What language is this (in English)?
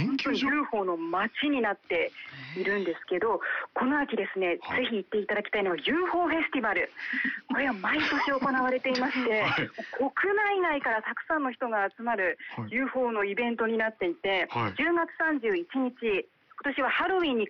Japanese